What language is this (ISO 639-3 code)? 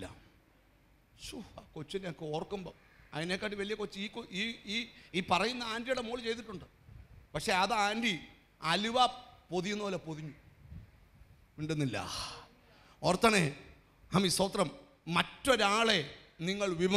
mal